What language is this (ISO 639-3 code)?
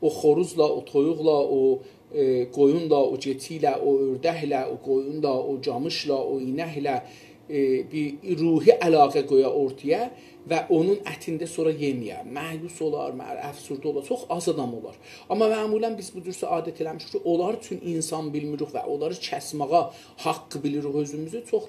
azb